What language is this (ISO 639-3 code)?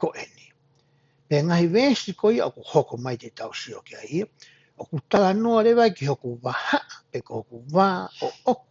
ton